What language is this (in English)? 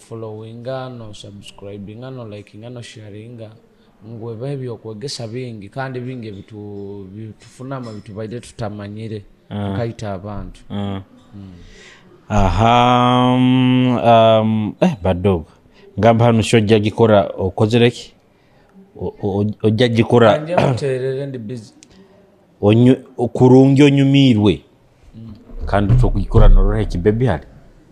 Nyoro